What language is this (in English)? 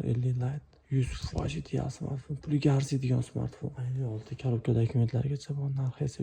Uzbek